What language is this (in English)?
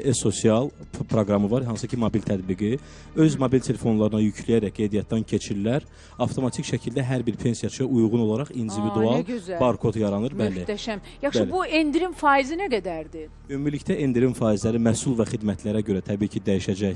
Azerbaijani